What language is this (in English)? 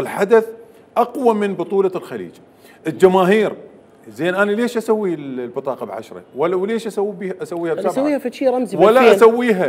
Mesopotamian Arabic